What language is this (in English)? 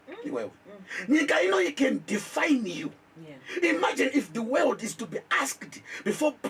Shona